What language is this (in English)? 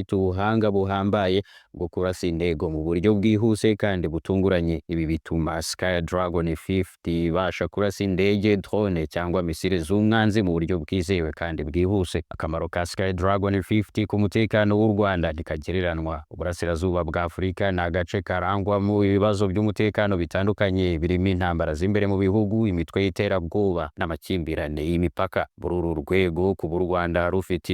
Kinyarwanda